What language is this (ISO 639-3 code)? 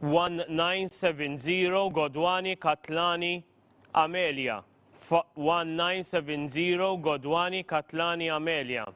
eng